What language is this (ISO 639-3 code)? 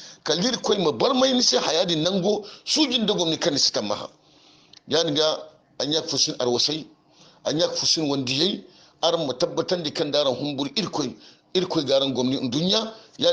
hau